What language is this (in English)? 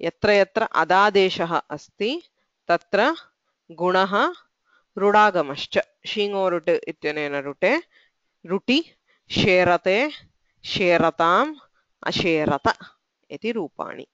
Sanskrit